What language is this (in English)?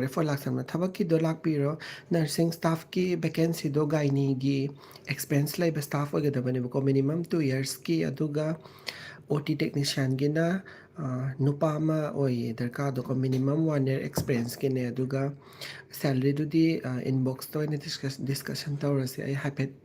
Manipuri